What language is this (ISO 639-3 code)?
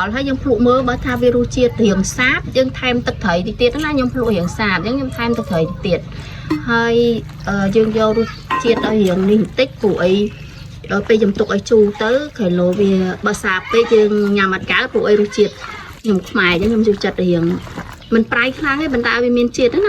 khm